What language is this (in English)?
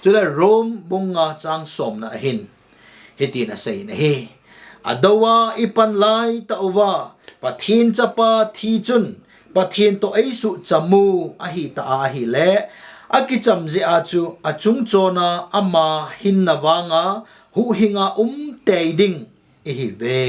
Thado Chin